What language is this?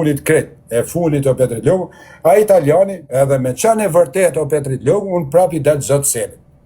Albanian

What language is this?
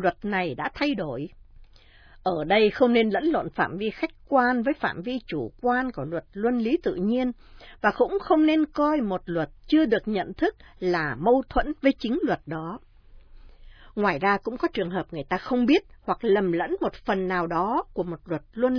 Vietnamese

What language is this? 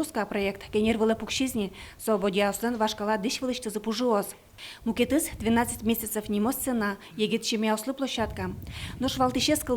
Udmurt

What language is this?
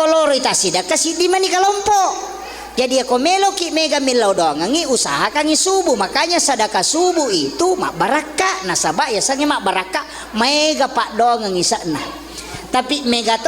Buginese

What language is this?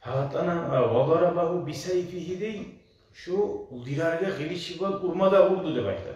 Kumyk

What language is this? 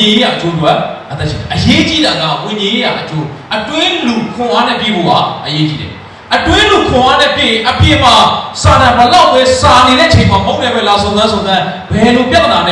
Burmese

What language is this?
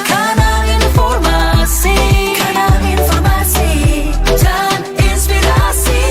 Manado Malay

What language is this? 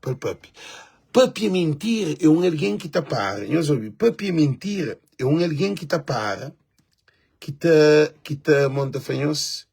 Kabuverdianu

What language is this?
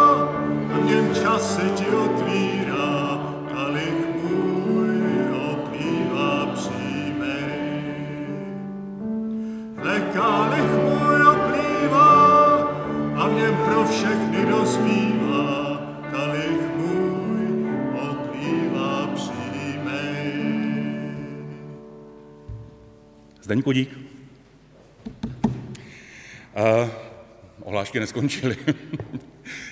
Czech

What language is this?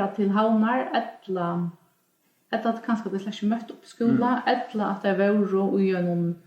Faroese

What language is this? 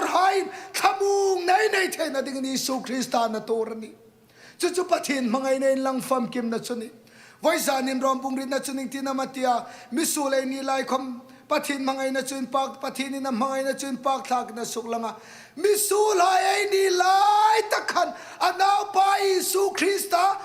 Hmar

